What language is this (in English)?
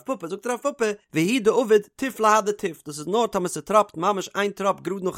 Yiddish